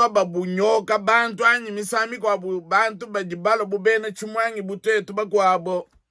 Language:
Luba-Lulua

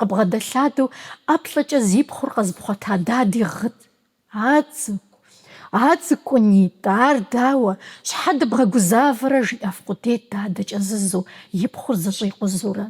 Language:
Kabardian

